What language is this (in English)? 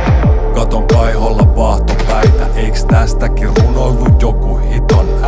Finnish